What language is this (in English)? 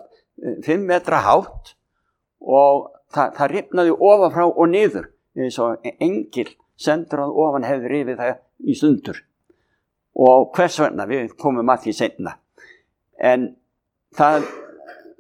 Icelandic